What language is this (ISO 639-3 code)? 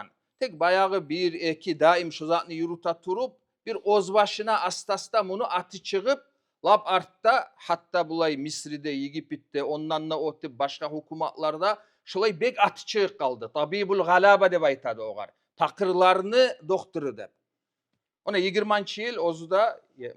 kum